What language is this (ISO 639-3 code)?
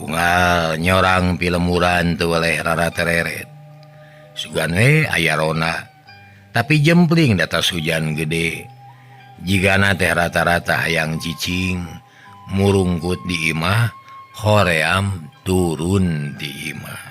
sun